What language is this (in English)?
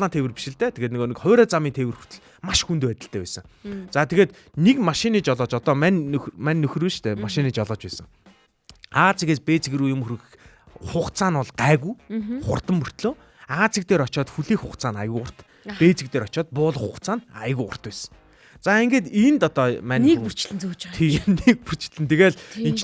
Mongolian